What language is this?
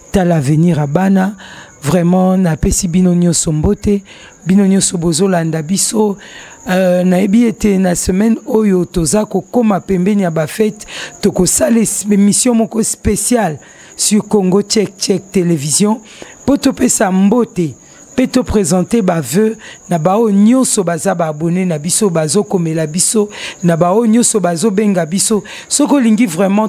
Lingala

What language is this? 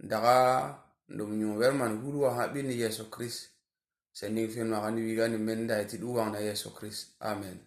Tupuri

